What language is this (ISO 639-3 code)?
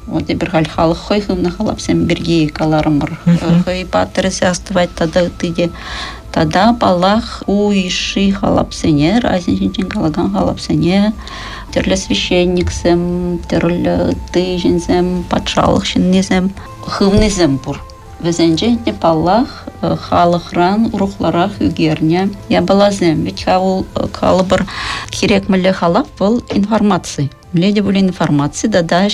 chv